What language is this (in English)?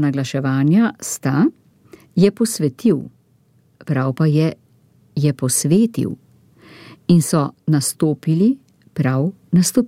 Slovenian